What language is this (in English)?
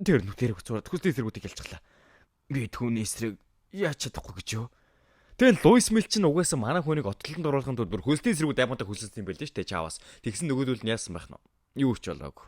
Mongolian